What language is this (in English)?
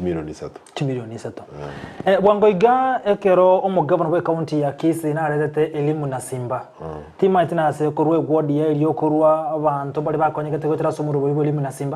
Gusii